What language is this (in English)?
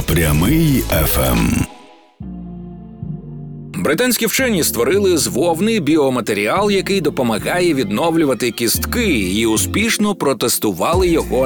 Ukrainian